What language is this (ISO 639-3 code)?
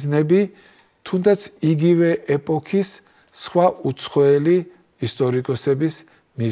kat